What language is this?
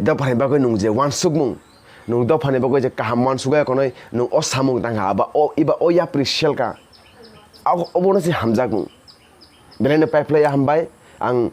Kok Borok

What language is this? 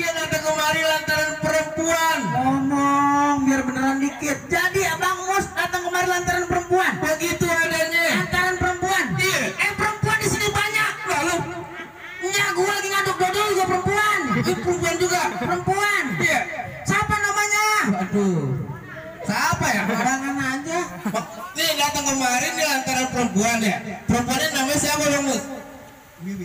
Betawi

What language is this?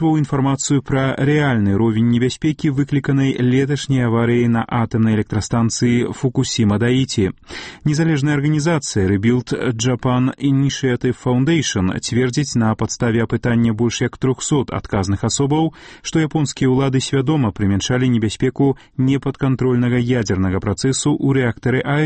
Belarusian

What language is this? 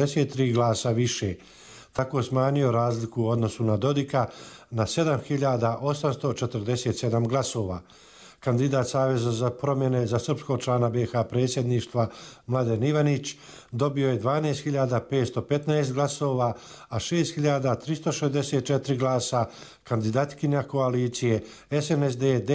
Bosnian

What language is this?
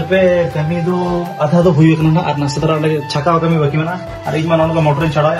Santali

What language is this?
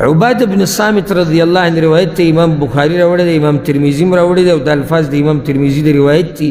Pashto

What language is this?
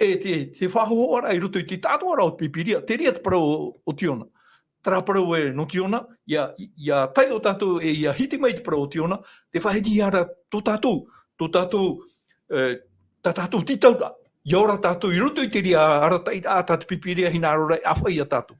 Tahitian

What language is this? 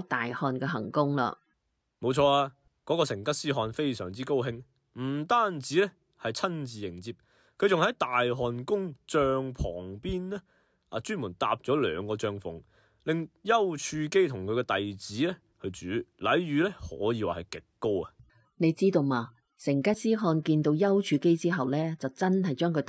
Cantonese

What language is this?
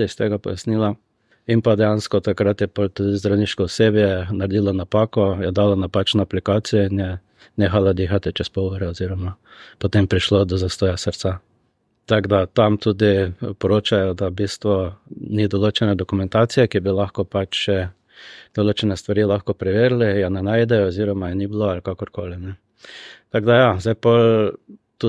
Slovenian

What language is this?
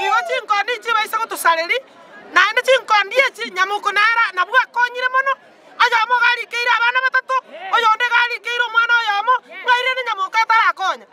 Gusii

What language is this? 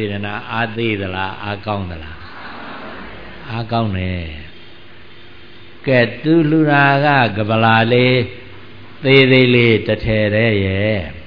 Burmese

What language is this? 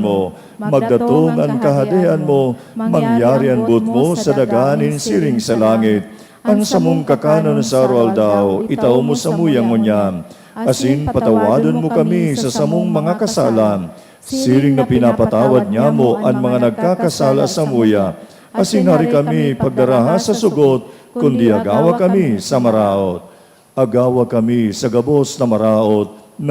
Bikol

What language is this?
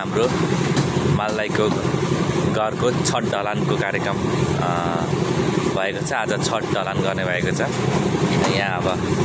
Nepali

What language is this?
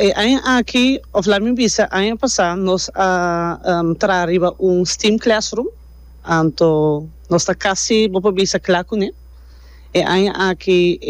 Papiamento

